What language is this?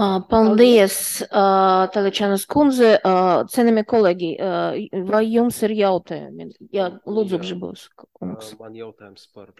Latvian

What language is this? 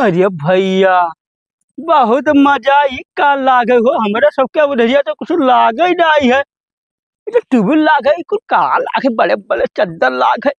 Awadhi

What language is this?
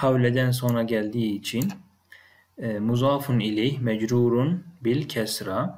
Turkish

